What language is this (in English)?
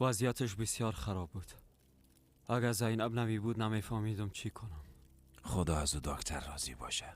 Persian